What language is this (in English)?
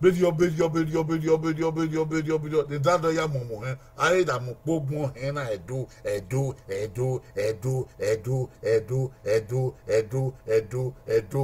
Bini